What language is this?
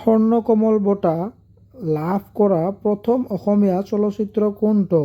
Assamese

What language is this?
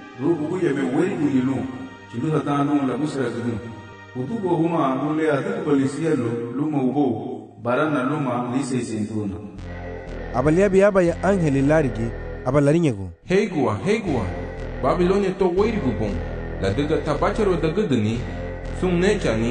Garifuna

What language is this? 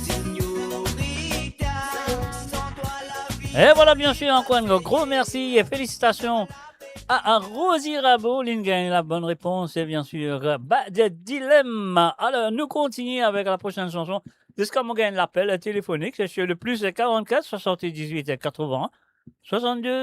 Morisyen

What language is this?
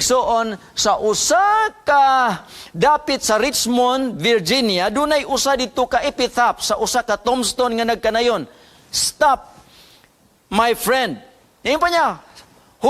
Cebuano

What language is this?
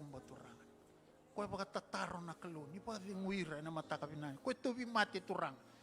Fijian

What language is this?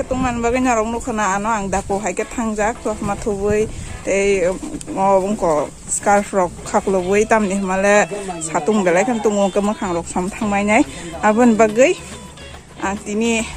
Kok Borok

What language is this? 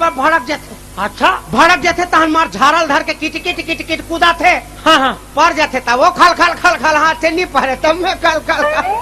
Chhattisgarhi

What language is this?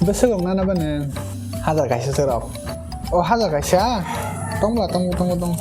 Kok Borok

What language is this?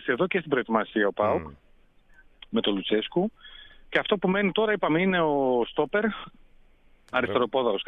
Greek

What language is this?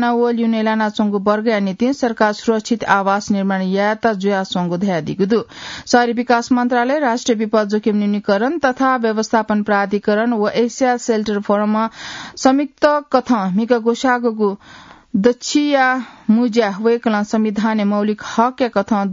Newari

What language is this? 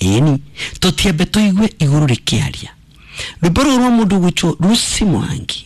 Kikuyu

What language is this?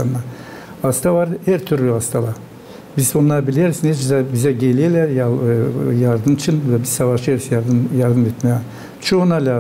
Gagauz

